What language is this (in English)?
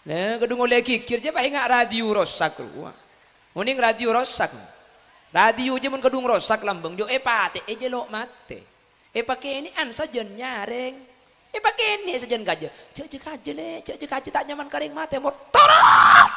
Madurese